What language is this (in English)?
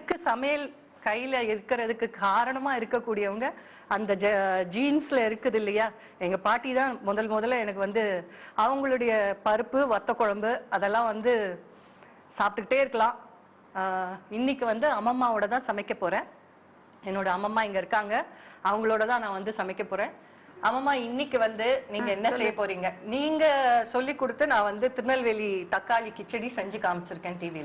Tamil